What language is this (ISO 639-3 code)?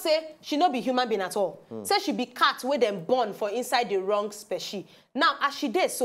pcm